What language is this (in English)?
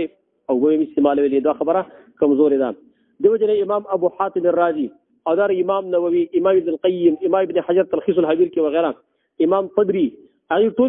Pashto